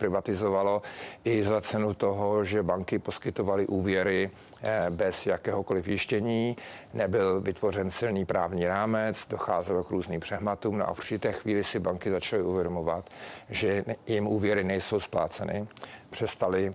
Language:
Czech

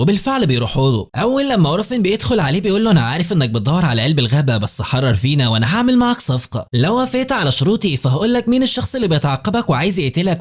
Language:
Egyptian Arabic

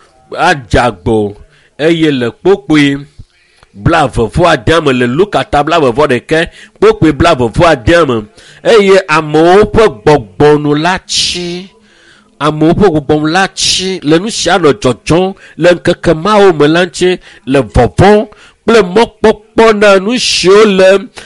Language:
Ewe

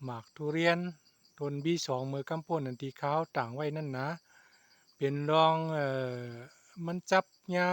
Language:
Shan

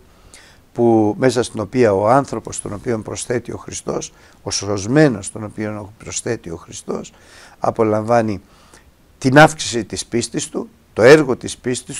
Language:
Greek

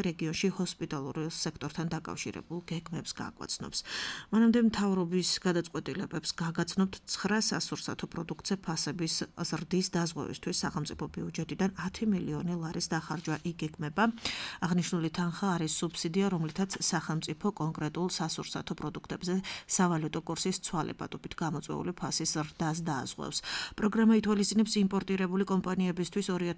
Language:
Georgian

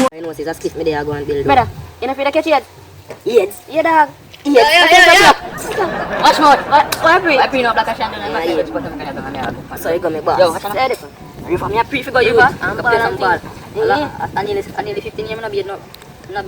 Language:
Jamaican Creole English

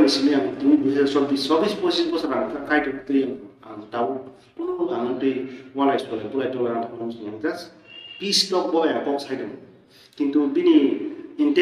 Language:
Kok Borok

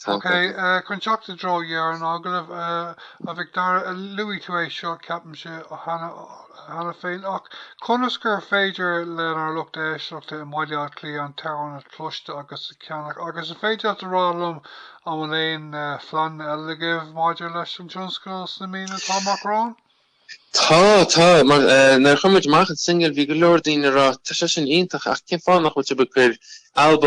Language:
Irish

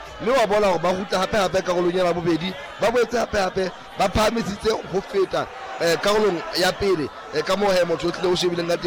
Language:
Southern Sotho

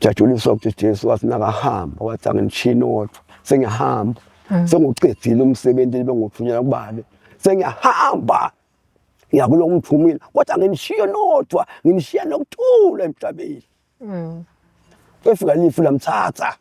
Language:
Swati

